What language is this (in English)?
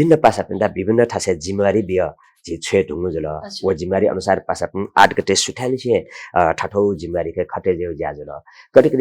Newari